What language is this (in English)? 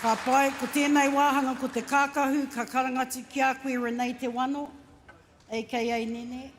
Māori